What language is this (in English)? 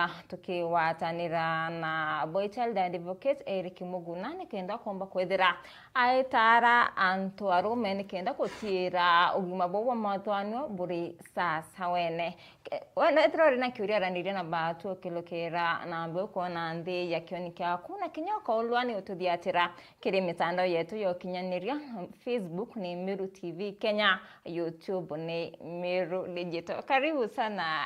Meru